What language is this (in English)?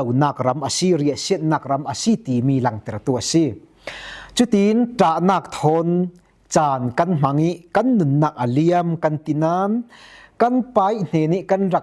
Falam Chin